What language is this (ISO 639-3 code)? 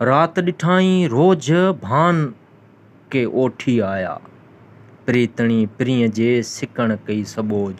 snd